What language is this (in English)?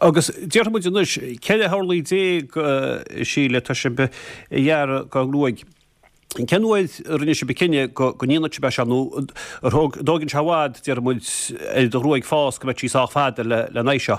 Irish